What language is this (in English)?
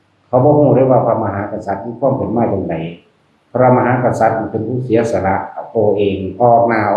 Northeastern Thai